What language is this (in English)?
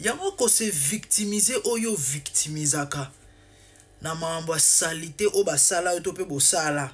Lingala